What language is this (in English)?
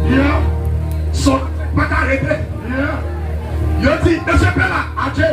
Haitian Creole